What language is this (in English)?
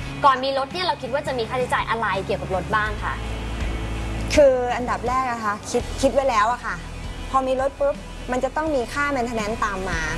Thai